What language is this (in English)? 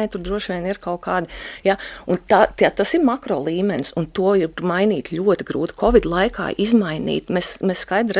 Latvian